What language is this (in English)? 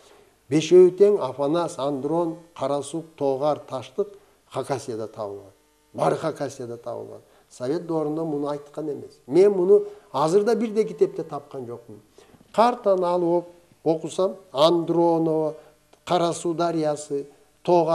Kyrgyz